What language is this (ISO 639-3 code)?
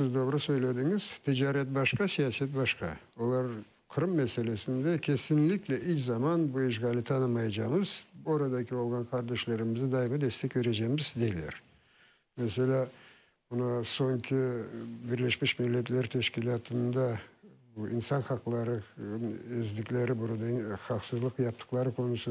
crh